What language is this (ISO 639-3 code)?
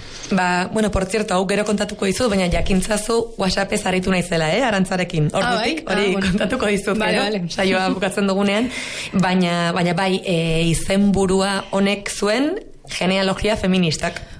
eus